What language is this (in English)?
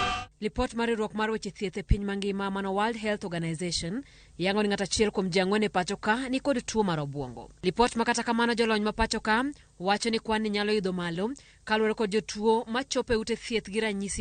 Luo (Kenya and Tanzania)